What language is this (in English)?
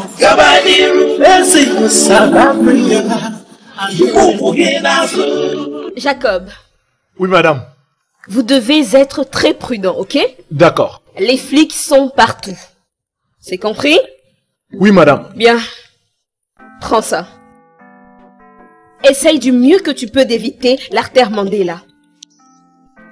French